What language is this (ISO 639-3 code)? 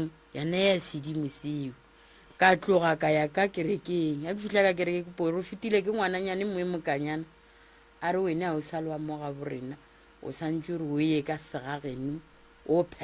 nso